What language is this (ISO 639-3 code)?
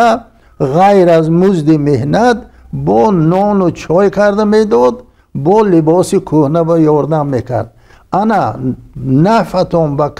tgk